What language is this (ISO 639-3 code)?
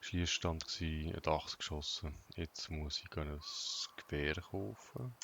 gsw